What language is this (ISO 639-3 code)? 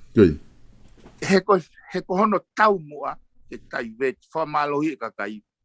ton